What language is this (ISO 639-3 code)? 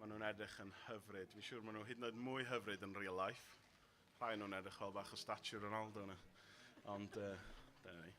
cym